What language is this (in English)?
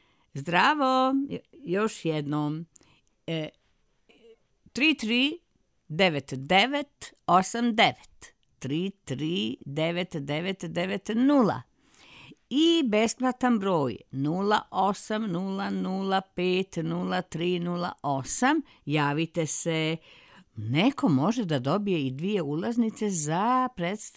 Serbian